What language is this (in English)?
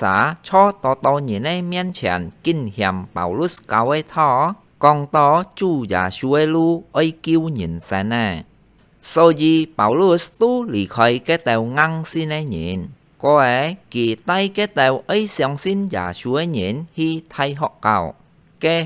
Hakka Chinese